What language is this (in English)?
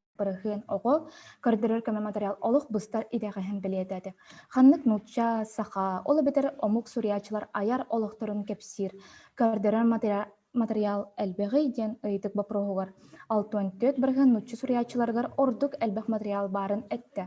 Yakut